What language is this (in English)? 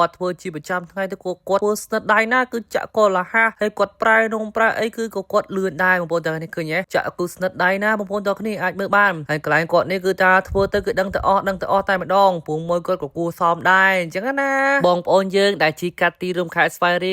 Khmer